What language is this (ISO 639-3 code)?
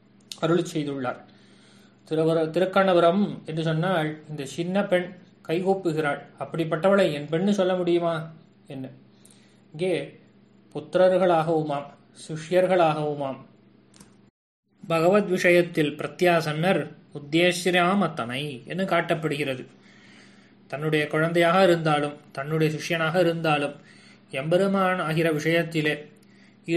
tam